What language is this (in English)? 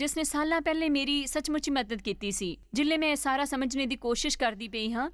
Dogri